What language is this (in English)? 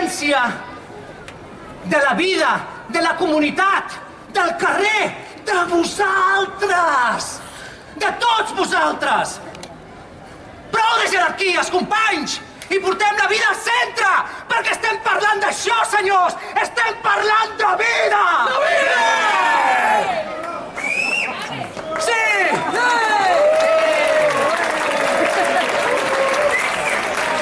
Catalan